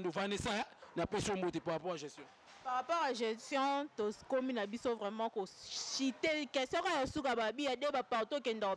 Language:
Lingala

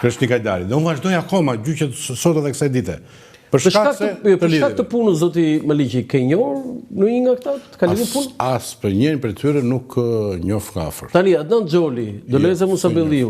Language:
Albanian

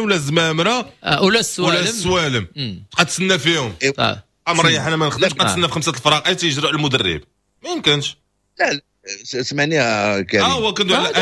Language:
Moroccan Arabic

